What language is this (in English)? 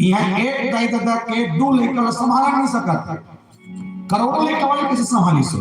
Chhattisgarhi